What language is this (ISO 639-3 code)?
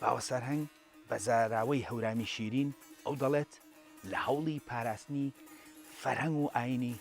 ckb